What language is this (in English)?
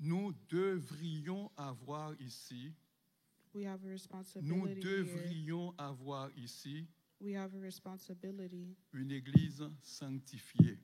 Haitian Creole